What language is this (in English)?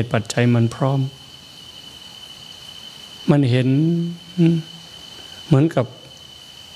Thai